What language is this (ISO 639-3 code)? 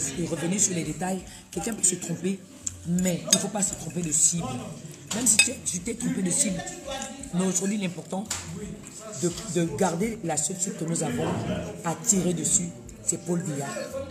fra